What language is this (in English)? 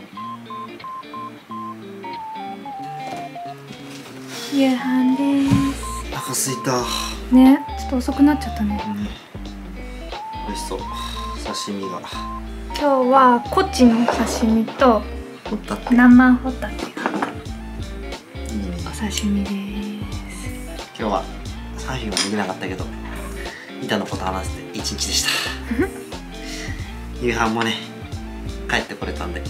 Japanese